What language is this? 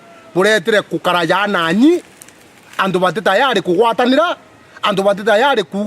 Meru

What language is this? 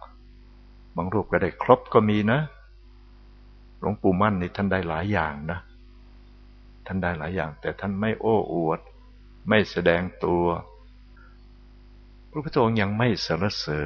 Thai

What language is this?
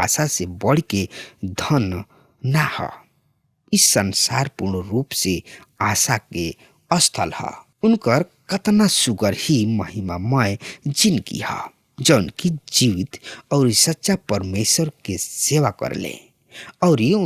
Bhojpuri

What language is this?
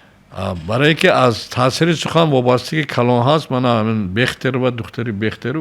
Tajik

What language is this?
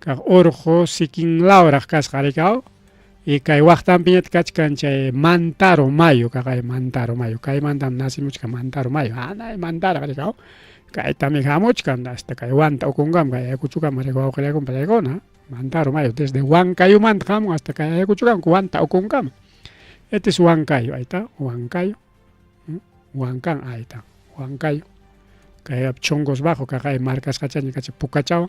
Ayacucho Quechua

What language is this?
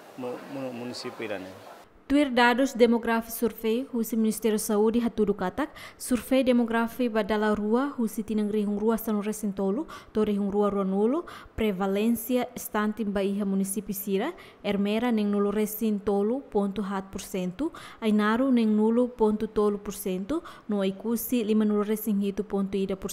Tetum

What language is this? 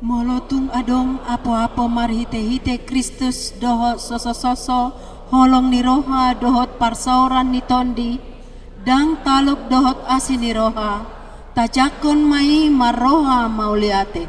Batak Toba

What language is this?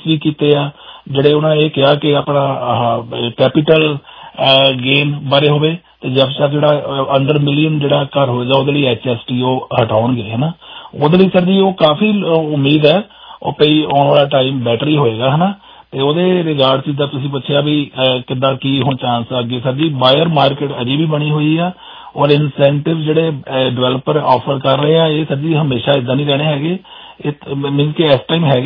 Punjabi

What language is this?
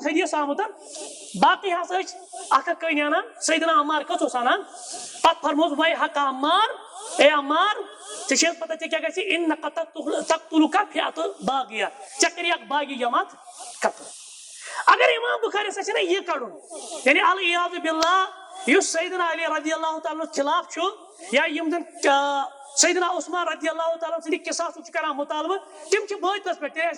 Kashmiri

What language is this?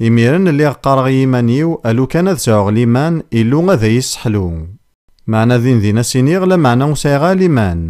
Kabyle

